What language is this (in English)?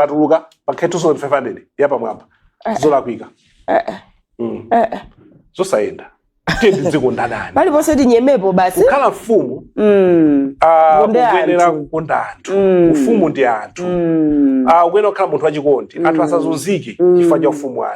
Nyanja